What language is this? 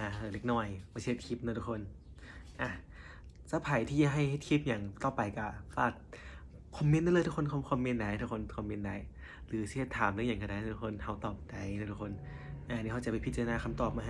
Lao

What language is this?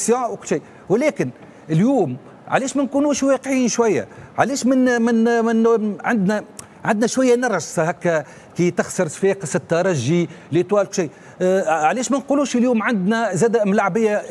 Tunisian Arabic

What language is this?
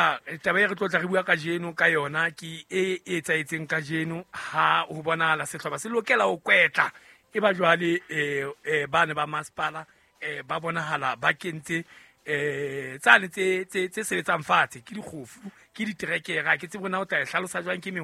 Southern Sotho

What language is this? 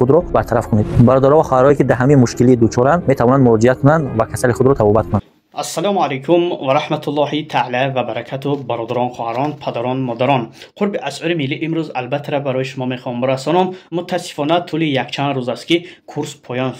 Tajik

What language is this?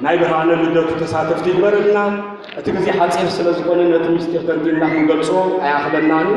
Tigrinya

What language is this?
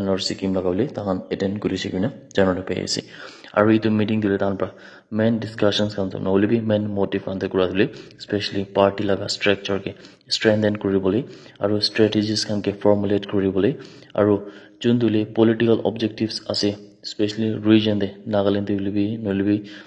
Naga Pidgin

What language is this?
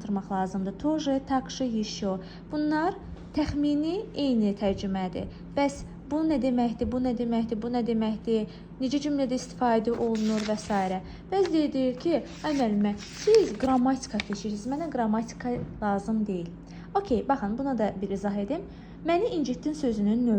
Azerbaijani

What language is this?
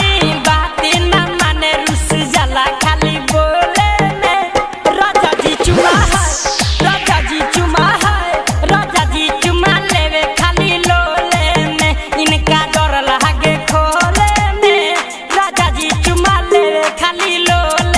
Bhojpuri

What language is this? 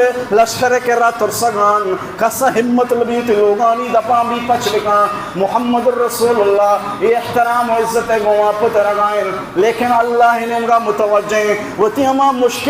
Baluchi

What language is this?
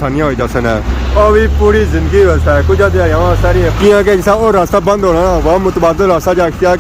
Pahari-Potwari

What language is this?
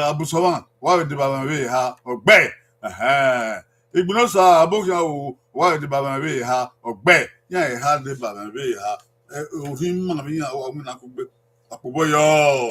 Bini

